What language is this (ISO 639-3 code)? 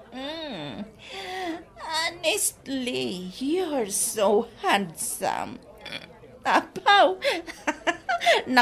ilo